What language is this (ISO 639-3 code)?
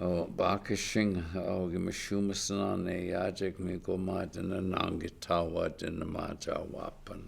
ciw